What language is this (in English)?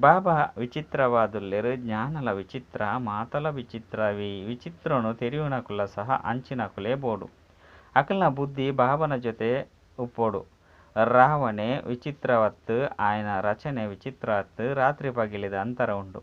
Tulu